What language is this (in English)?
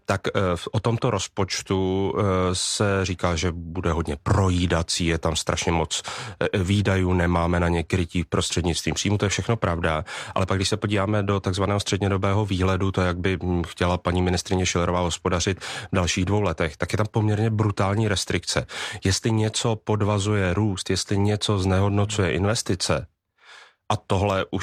Czech